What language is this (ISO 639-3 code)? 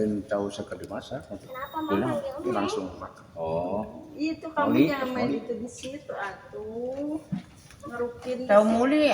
sun